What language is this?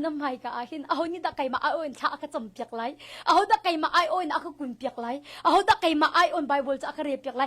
Hakha Chin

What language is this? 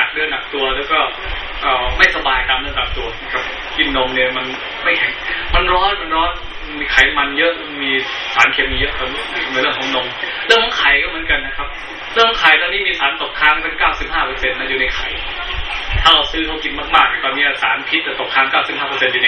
Thai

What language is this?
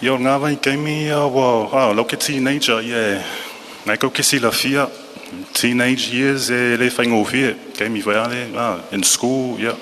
Samoan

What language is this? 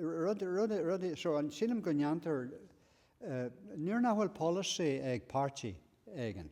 Irish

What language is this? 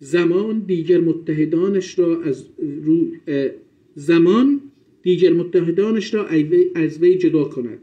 South Azerbaijani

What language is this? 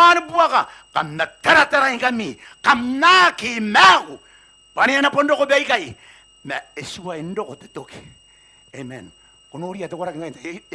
Gilbertese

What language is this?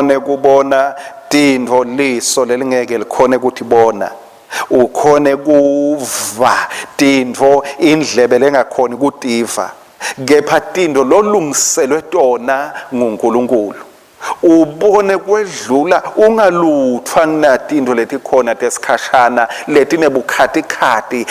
Swati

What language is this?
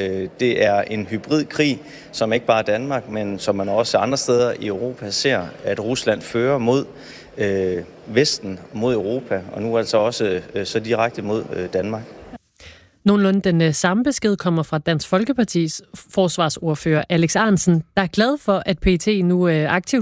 Danish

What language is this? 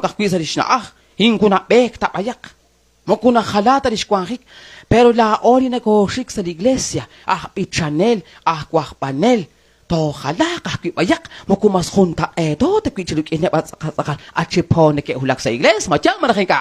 Kekchí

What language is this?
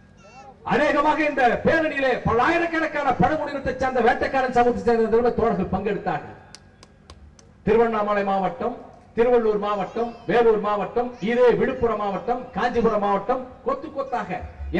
Tamil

